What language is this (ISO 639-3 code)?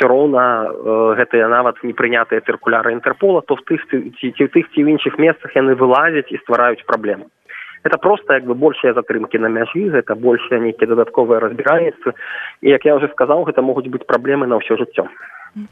bel